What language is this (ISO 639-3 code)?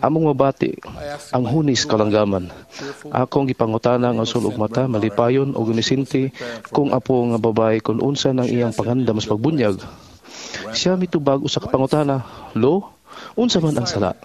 ceb